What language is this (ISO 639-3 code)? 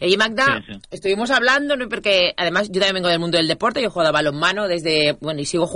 spa